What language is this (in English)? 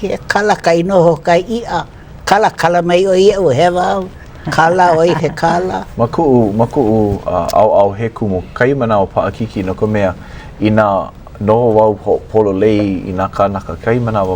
Hawaiian